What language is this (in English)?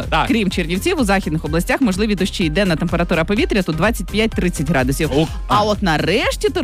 Ukrainian